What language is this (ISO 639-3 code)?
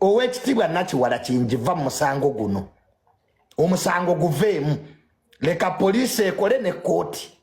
lug